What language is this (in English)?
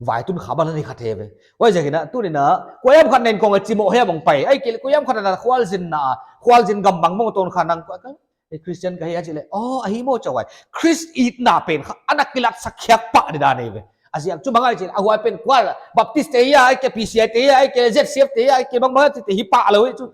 Paite Chin